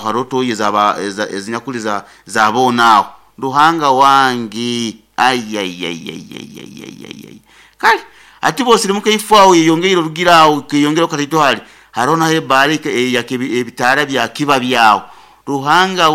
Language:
Nyoro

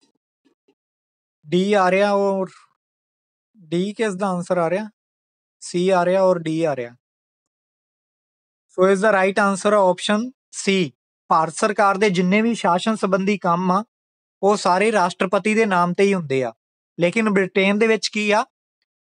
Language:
Punjabi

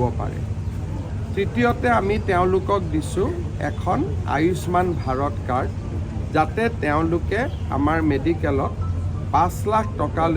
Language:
Assamese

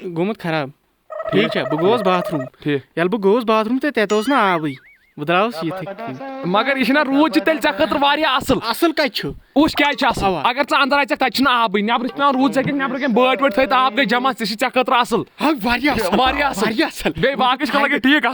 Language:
Kashmiri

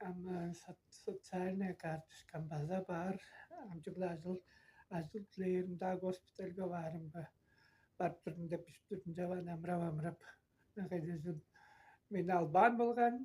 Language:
Tuvinian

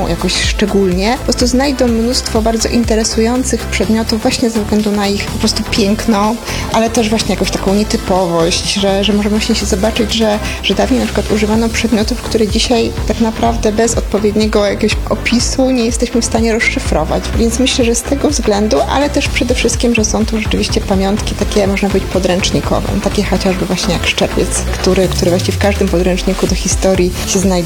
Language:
Polish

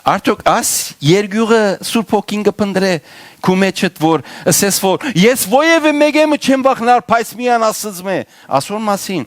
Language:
Western Armenian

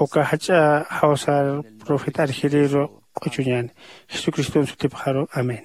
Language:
Aymara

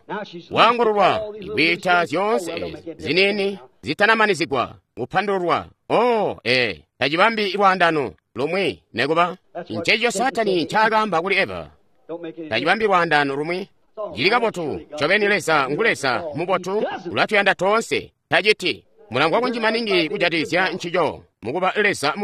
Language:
Tonga (Zambia)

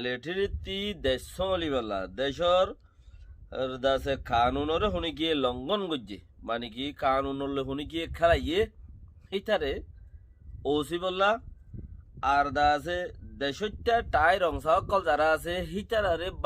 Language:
Rohingya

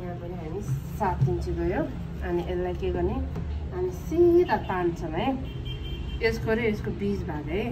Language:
Nepali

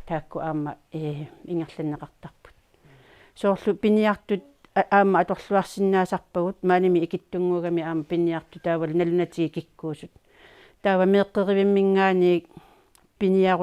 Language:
Kalaallisut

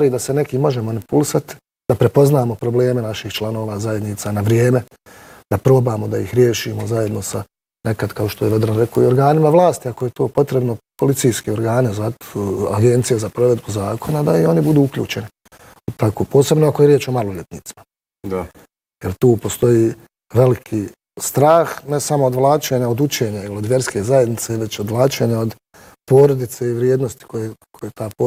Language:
Bosnian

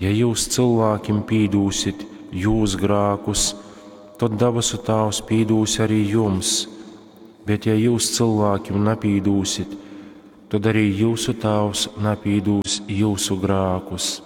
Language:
Latgalian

